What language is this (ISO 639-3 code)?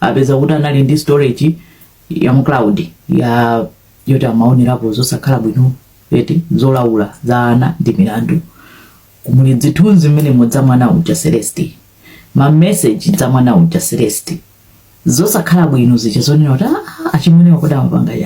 nya